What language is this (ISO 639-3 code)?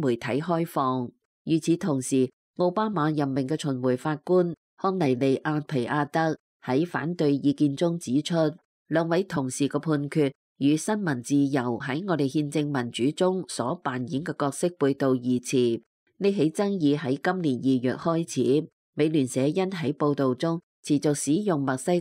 yue